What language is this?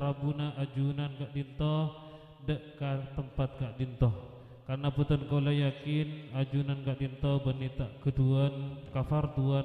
Madurese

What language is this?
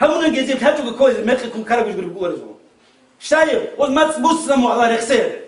Avaric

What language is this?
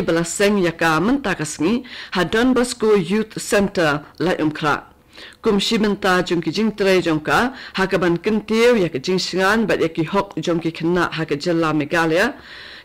Khasi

